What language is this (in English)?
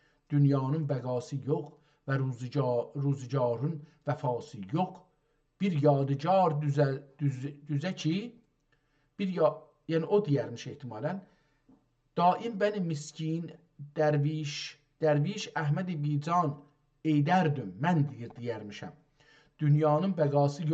South Azerbaijani